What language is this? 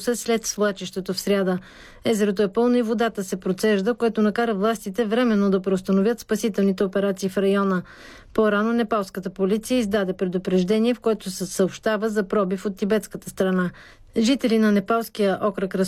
Bulgarian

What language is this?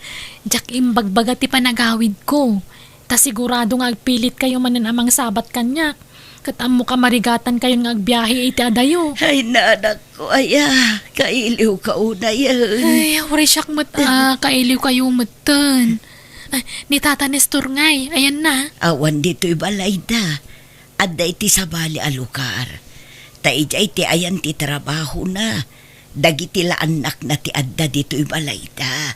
Iloko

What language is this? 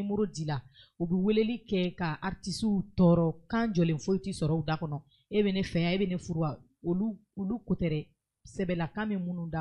Bambara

